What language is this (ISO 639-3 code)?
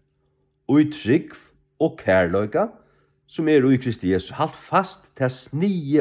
fao